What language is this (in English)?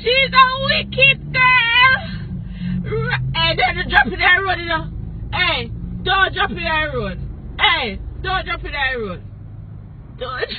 Jamaican Creole English